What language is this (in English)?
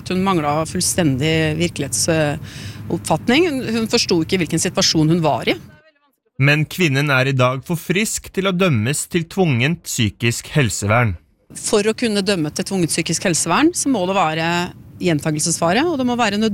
Norwegian